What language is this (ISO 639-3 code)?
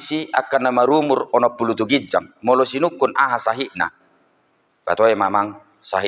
bbc